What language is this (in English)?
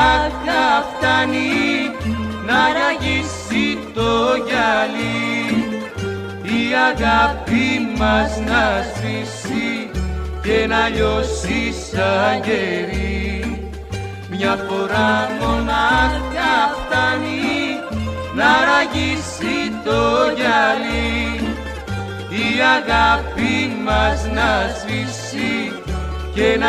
Greek